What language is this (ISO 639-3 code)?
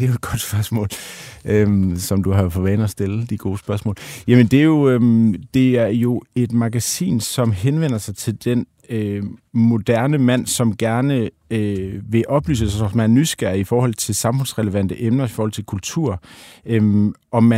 dan